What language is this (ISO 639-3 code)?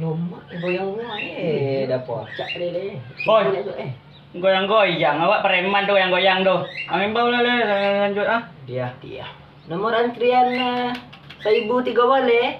min